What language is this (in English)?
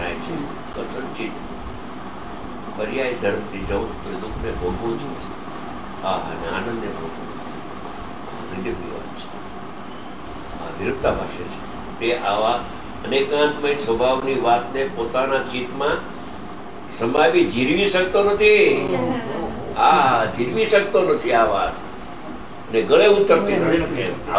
Gujarati